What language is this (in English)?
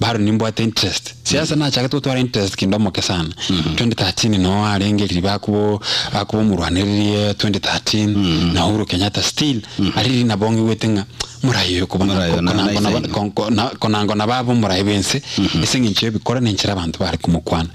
Gusii